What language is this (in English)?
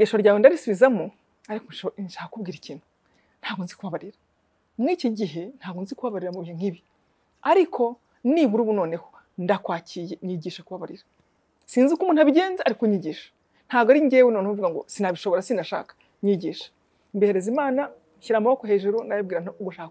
Kinyarwanda